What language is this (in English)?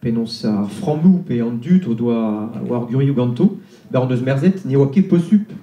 Breton